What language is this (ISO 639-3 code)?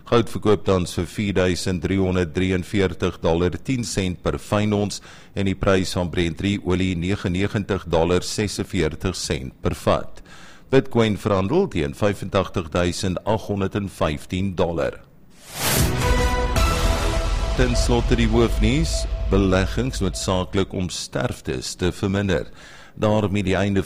afr